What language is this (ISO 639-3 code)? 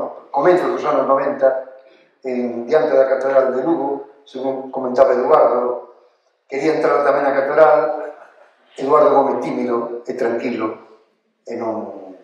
glg